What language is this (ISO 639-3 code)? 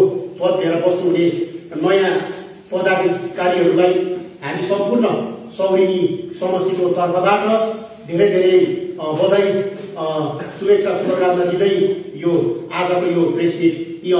nep